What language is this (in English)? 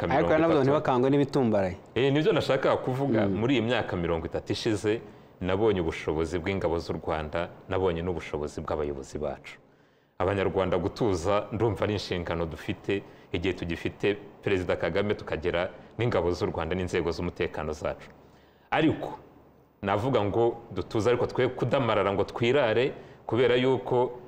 Kinyarwanda